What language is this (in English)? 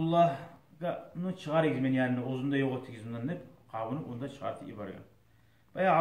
Kumyk